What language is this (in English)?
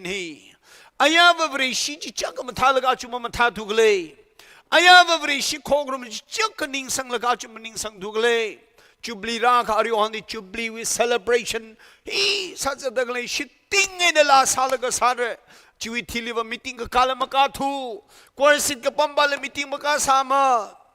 Tangkhul Naga (India)